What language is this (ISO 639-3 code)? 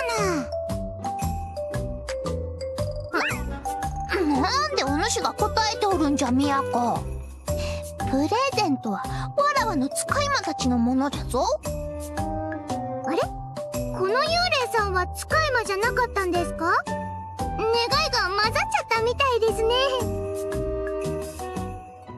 jpn